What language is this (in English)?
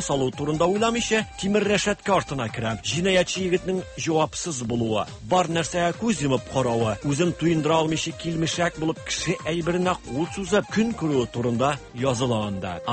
Tatar